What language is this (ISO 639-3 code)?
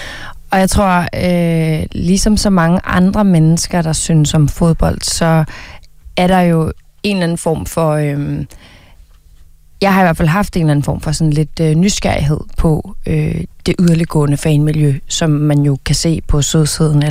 dan